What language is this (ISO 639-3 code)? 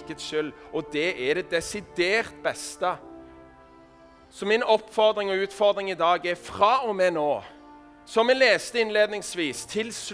nor